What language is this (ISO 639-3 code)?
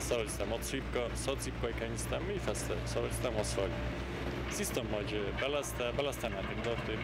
oss